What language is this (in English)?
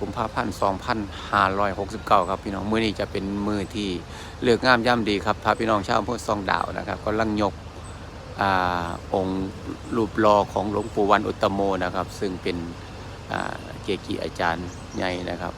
Northeastern Thai